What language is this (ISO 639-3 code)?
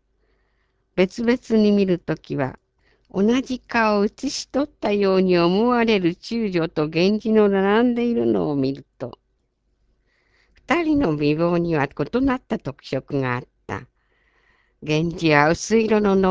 jpn